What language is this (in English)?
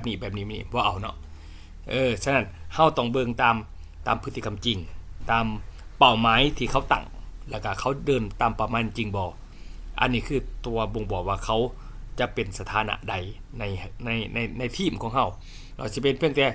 Lao